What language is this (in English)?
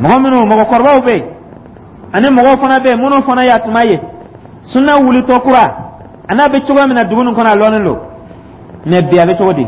Dyula